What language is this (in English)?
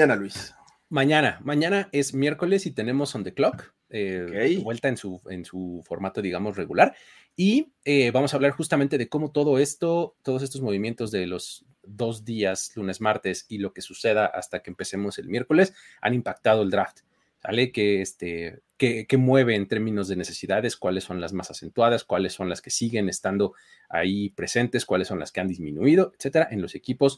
Spanish